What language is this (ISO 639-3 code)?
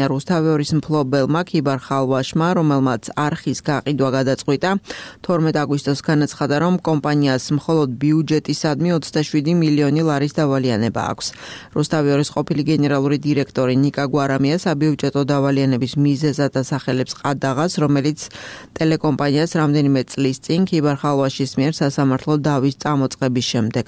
kat